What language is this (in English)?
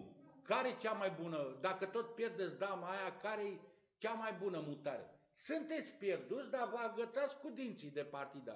Romanian